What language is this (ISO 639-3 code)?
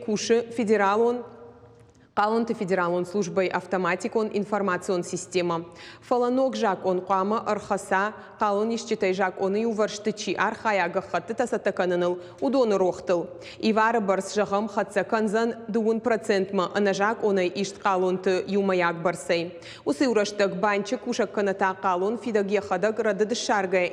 oss